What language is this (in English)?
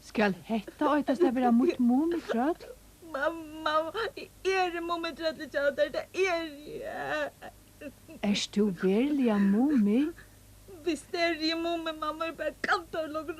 Faroese